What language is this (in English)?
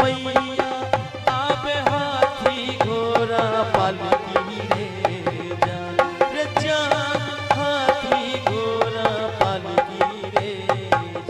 Maithili